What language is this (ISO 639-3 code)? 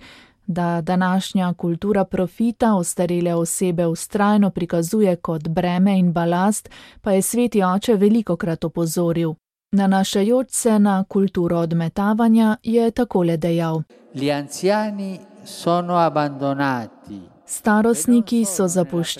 slv